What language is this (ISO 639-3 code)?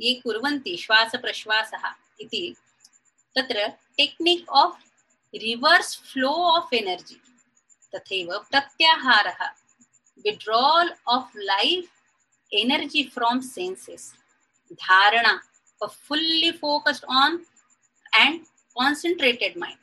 san